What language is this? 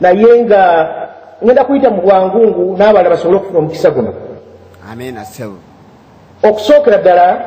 Ganda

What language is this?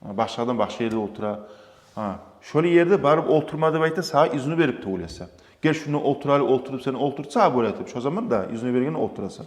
Kumyk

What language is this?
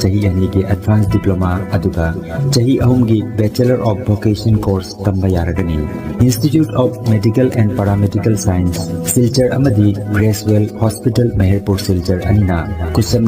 Manipuri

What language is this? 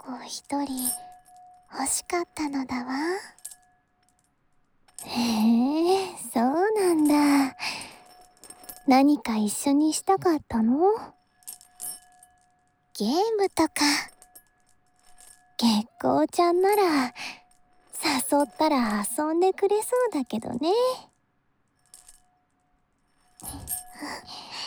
Japanese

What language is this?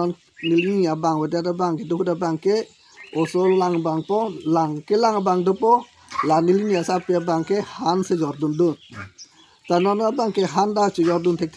Karbi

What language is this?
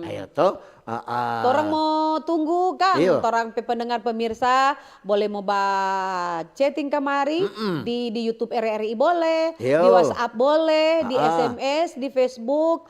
Manado Malay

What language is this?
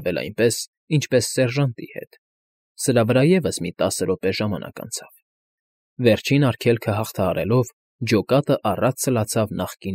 Armenian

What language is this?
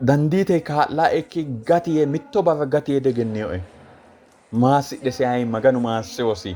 Sidamo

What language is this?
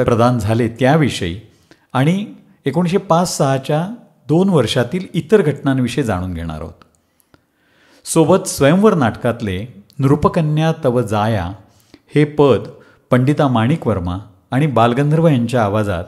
Marathi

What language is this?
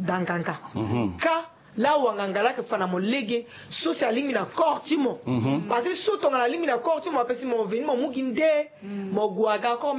Sango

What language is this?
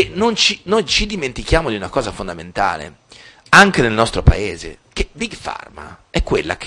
Italian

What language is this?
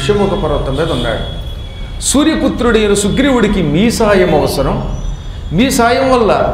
Telugu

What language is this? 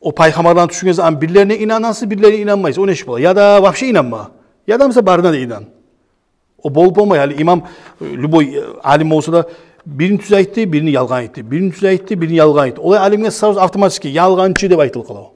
Kumyk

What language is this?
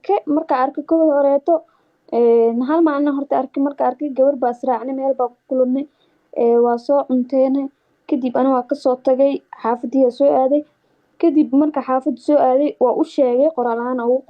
Somali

